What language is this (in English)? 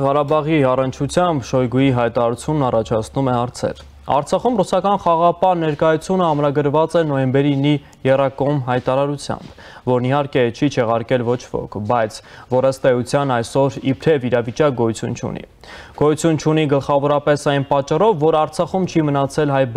Armenian